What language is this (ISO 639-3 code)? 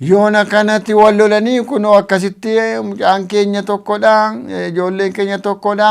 orm